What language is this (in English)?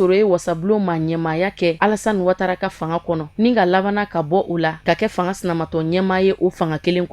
Bambara